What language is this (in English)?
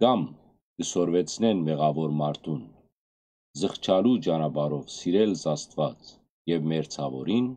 Western Armenian